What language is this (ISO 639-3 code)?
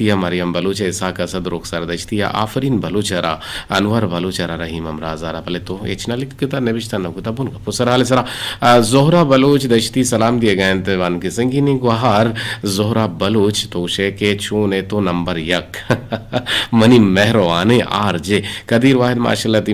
bgp